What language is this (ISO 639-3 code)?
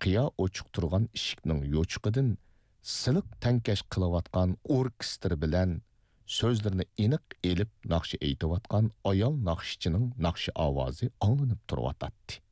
uig